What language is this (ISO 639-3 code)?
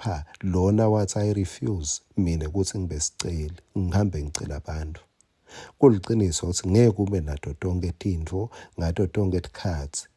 ssw